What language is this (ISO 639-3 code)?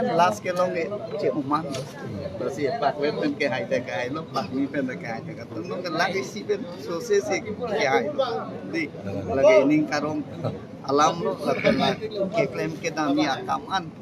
mjw